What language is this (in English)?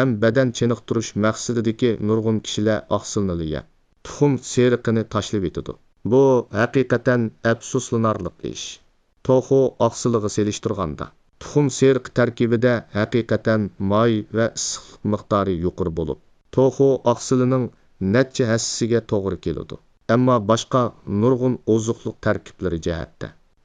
Uyghur